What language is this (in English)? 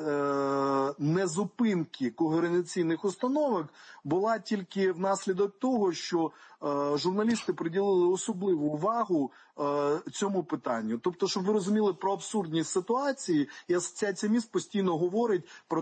Ukrainian